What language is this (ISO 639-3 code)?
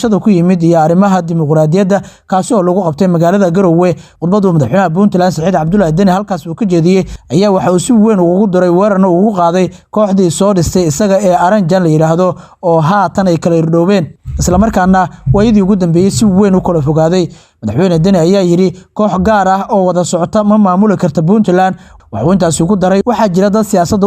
som